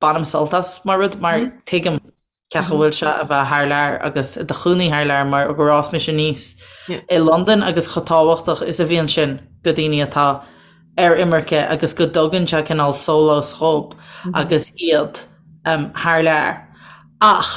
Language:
Irish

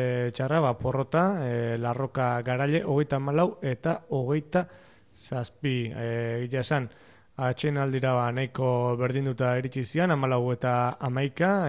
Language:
Basque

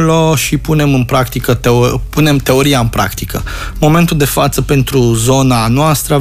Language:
Romanian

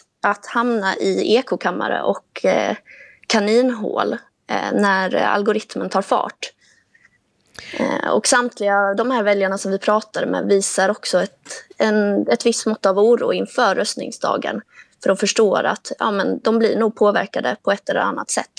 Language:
Swedish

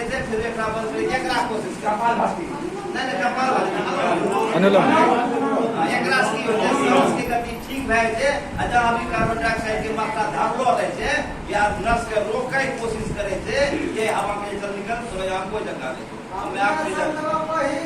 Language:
Angika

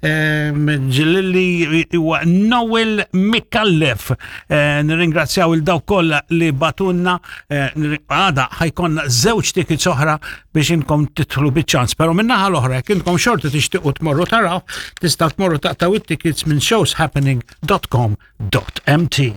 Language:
Maltese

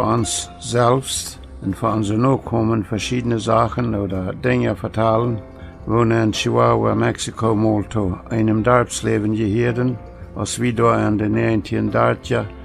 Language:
Plautdietsch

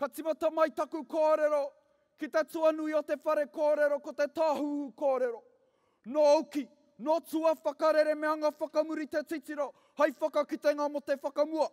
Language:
Māori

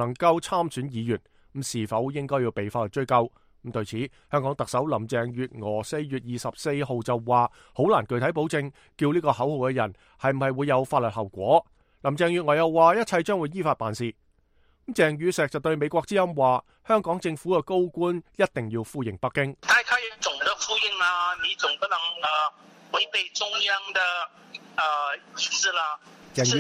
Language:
Cantonese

